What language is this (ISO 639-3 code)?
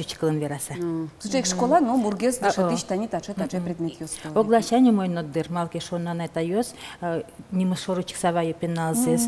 udm